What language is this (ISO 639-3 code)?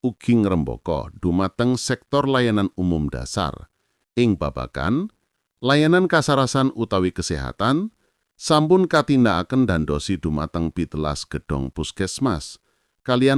jav